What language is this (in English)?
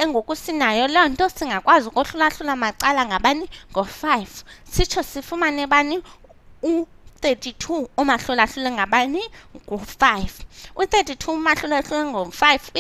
Xhosa